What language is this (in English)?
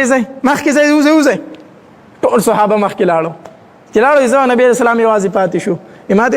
Pashto